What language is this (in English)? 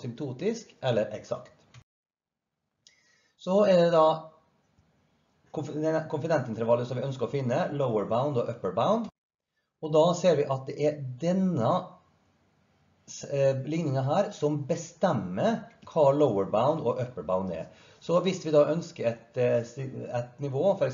Norwegian